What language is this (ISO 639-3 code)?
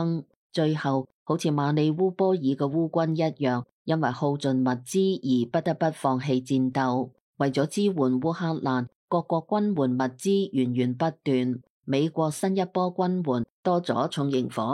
yue